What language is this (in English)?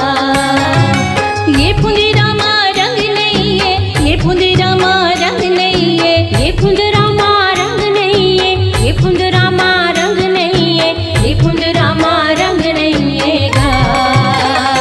Hindi